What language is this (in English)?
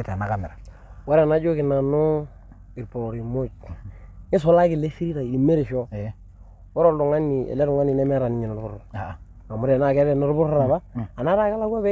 Masai